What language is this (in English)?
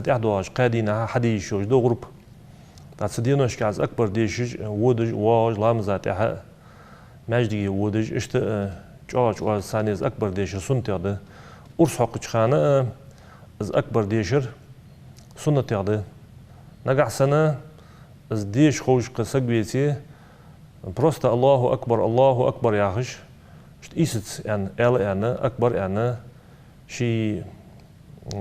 Ingush